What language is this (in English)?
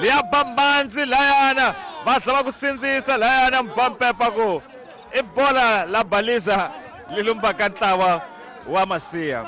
Tsonga